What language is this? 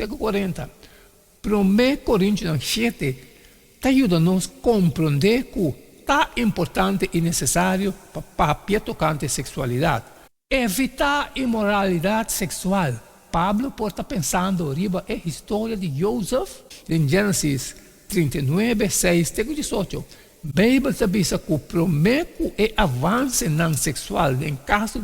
Papiamento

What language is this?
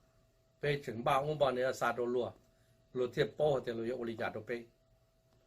Hmong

